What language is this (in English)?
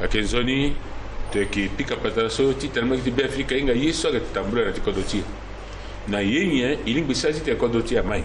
Sango